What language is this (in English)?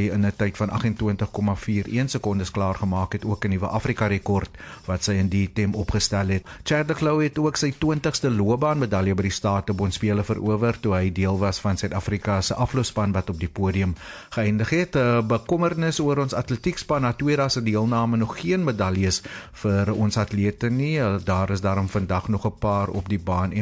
Afrikaans